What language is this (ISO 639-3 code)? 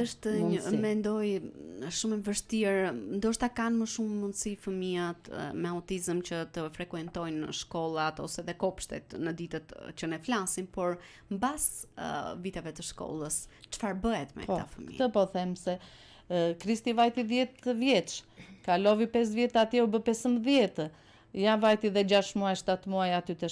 sqi